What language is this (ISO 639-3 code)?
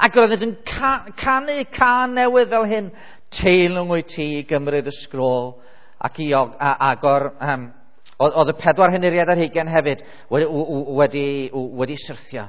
cym